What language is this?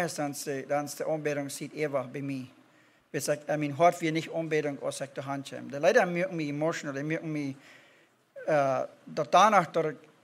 Plautdietsch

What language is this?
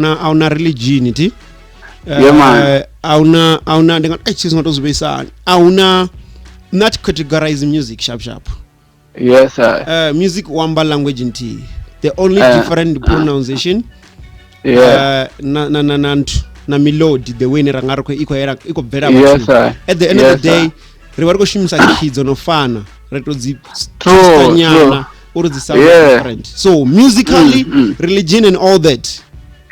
Venda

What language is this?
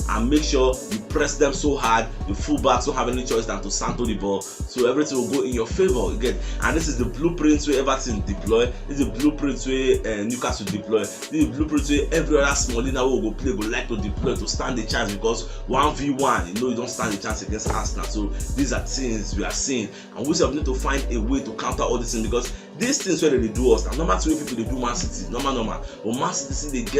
Nigerian Pidgin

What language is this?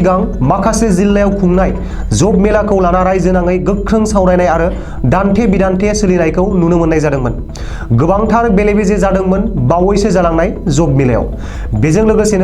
Bodo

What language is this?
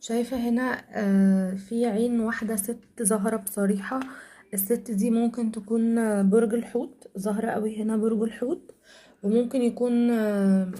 Egyptian Arabic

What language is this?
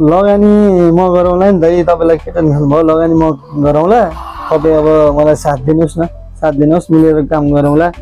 Nepali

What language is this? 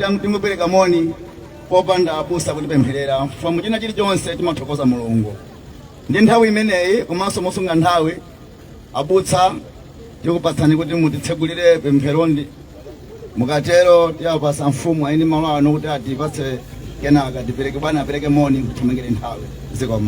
Nyanja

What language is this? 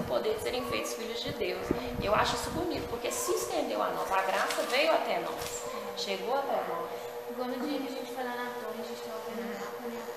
Portuguese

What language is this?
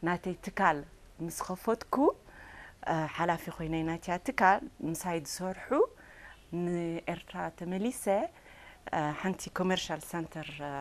Tigrinya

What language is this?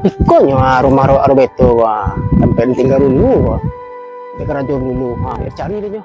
Minangkabau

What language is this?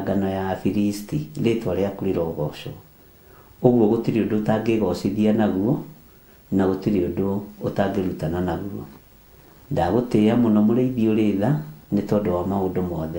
Kikuyu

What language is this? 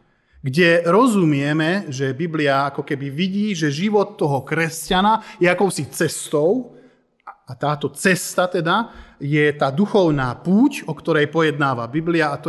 Slovak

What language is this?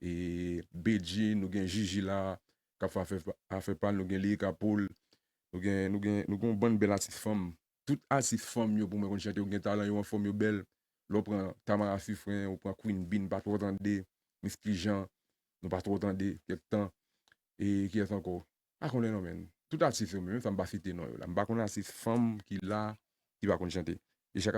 Haitian Creole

